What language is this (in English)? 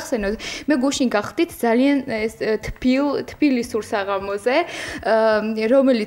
Georgian